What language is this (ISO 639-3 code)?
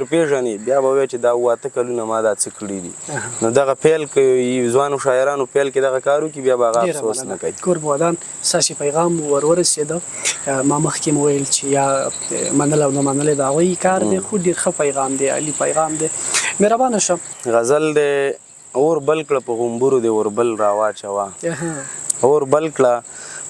pus